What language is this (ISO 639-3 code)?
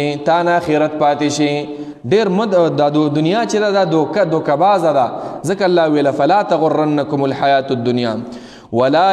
pus